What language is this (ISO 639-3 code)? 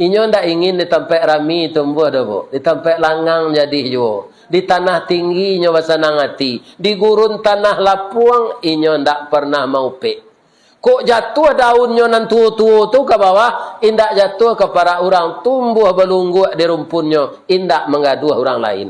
min